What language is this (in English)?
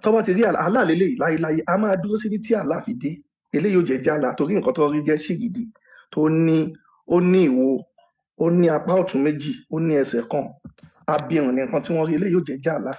Yoruba